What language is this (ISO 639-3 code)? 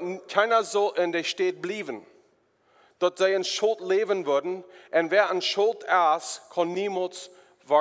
pdt